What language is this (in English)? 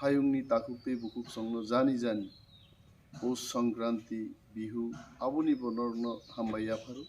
Kok Borok